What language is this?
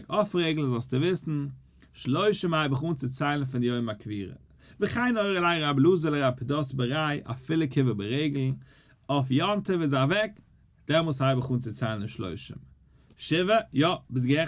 Yiddish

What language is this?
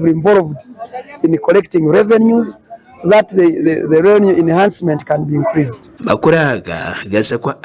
Nyankole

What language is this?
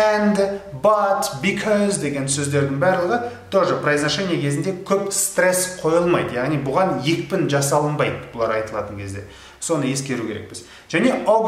Kazakh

